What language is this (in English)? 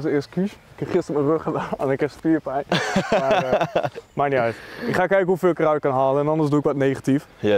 Dutch